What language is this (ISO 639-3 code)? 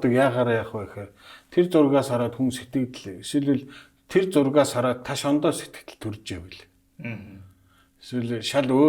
mon